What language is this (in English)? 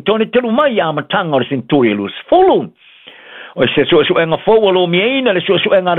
Samoan